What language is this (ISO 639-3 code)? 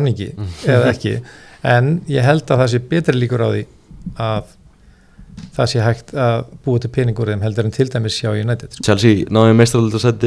isl